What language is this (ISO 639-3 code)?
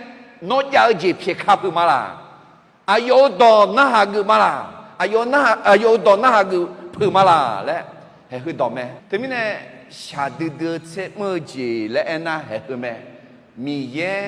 ahk